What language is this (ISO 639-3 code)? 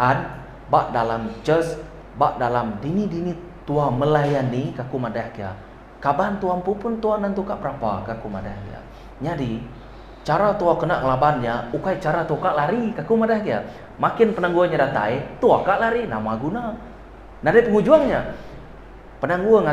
iba